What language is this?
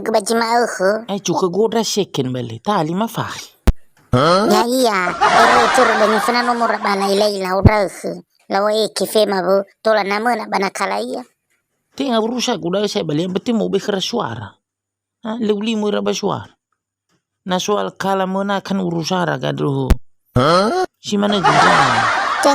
Nias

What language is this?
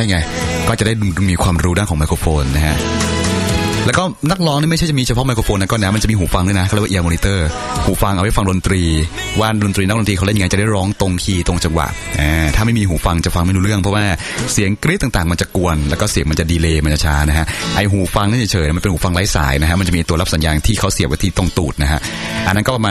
Thai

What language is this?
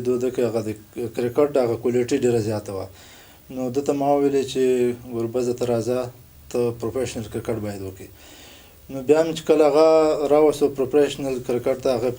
Pashto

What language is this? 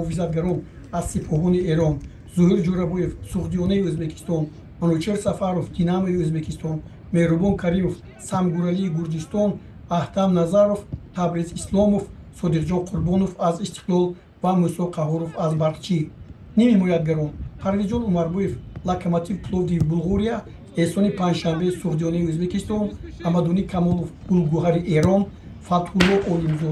Tajik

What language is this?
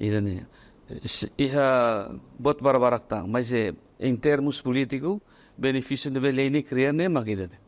Tetum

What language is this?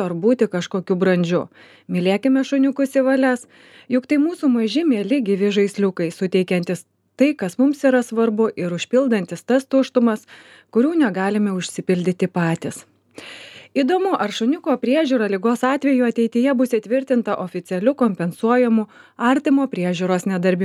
Lithuanian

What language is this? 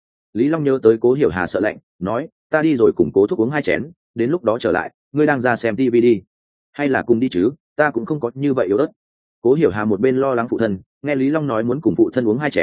Vietnamese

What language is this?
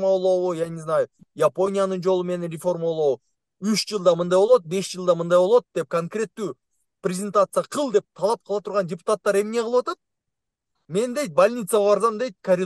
Kyrgyz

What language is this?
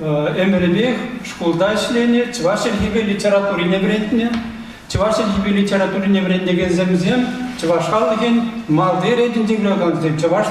Chuvash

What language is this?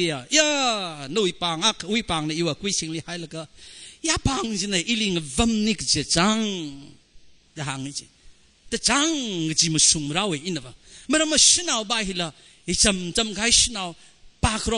Tangkhul Naga (India)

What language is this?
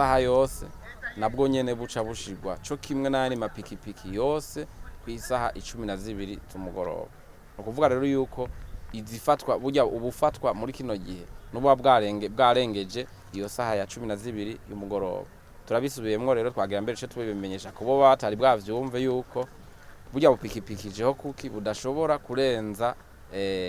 Rundi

